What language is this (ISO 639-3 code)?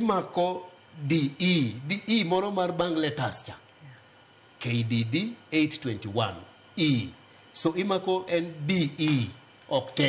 luo